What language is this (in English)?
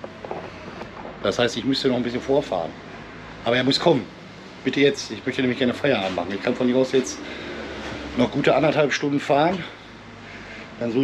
German